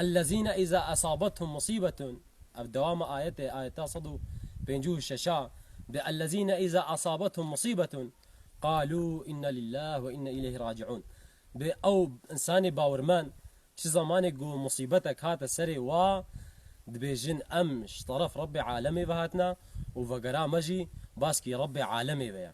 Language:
Kurdish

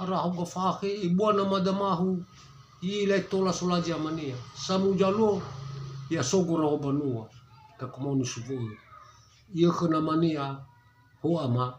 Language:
Nias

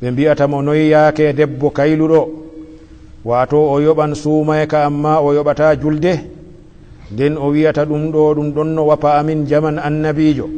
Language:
Fula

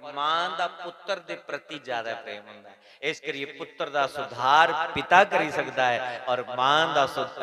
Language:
Dogri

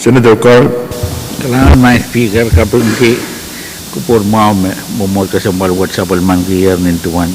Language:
Pohnpeian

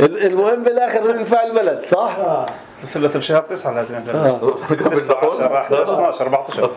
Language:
North Levantine Arabic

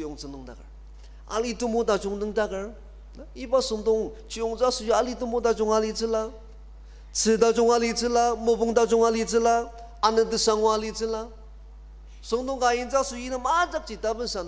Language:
Ao Naga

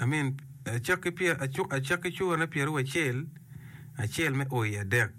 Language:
Acoli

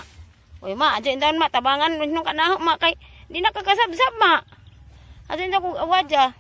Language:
Cebuano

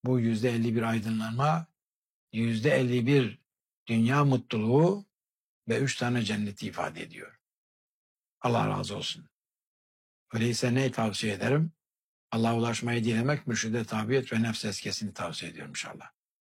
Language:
Turkish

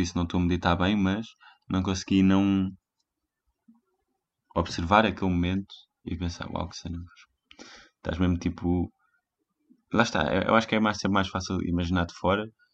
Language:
Portuguese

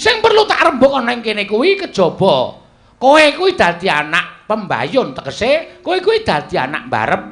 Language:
Javanese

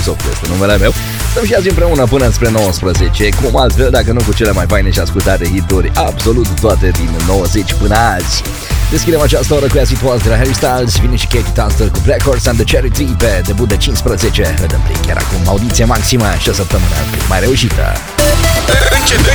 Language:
Romanian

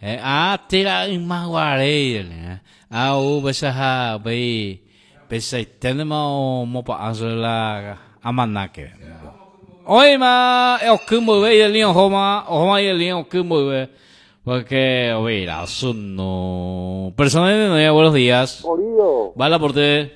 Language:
Guarani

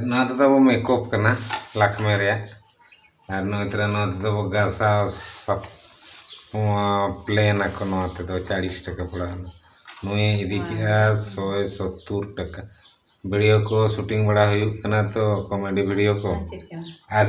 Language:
Santali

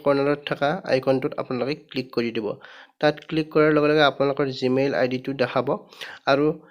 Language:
Assamese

